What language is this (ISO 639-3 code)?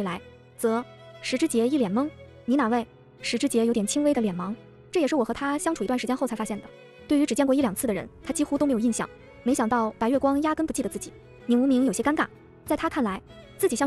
zho